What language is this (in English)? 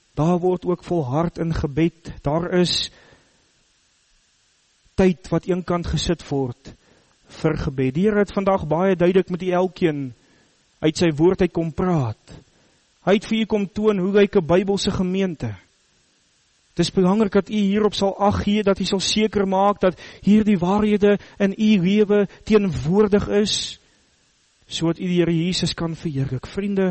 Afrikaans